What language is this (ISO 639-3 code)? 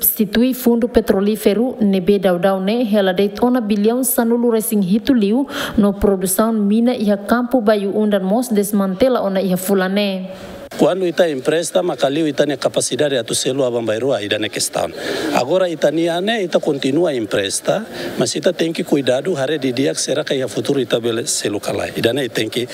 tet